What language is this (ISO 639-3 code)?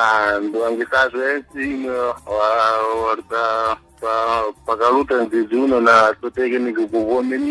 seh